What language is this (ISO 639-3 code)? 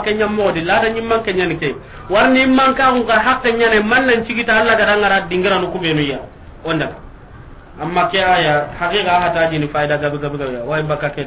snk